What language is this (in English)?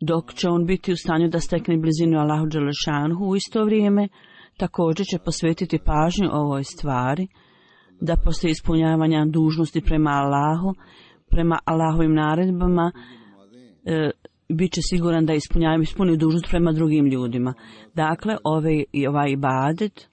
Bosnian